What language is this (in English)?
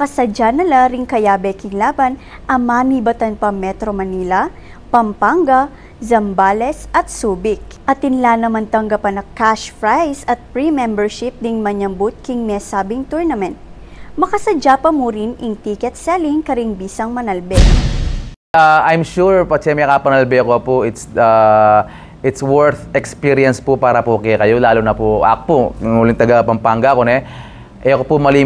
Pampanga